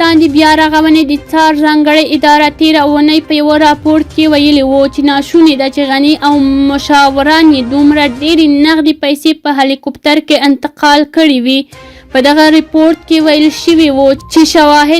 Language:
Pashto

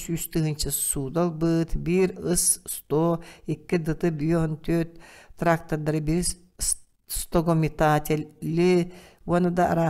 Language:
Yakut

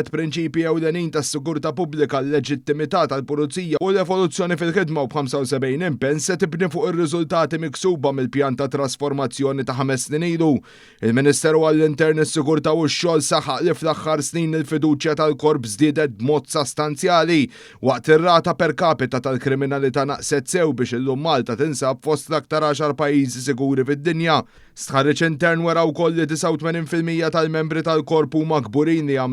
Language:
Maltese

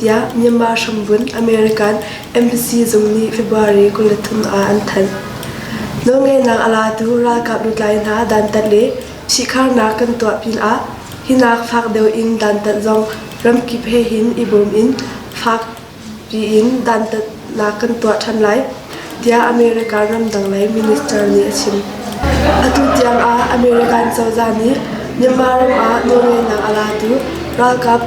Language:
Hakha Chin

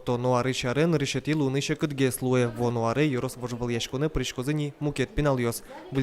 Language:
Udmurt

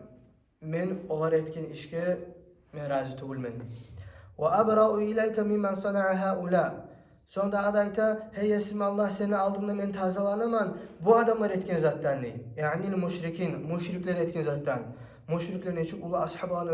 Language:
Kumyk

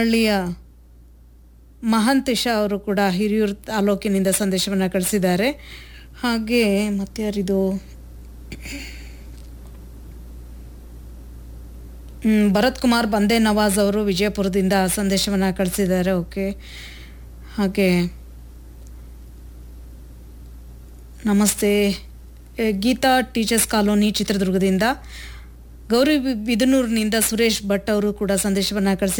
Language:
Kannada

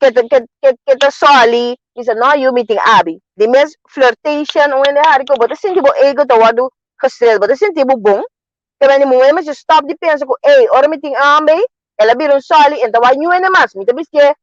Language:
Papiamento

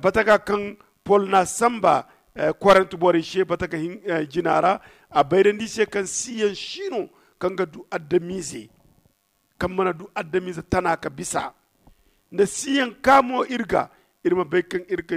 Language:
Zarma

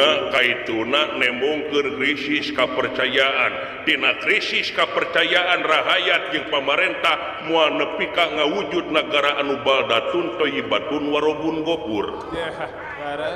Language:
Sundanese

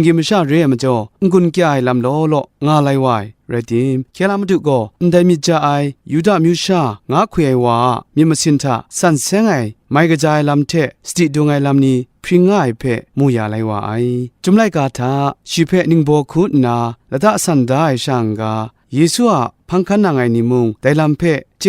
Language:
Kachin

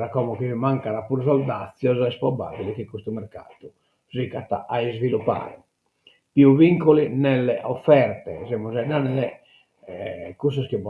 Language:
Sardinian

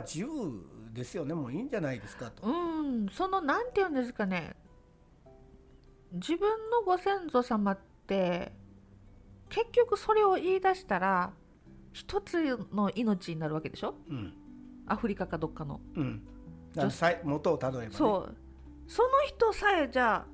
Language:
Japanese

